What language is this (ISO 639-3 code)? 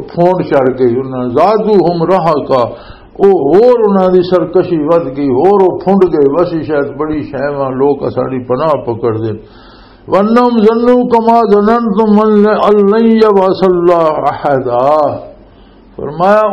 lah